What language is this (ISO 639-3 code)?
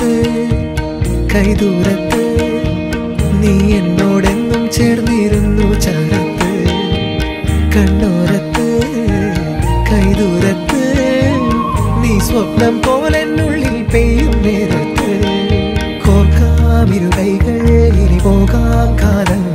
mal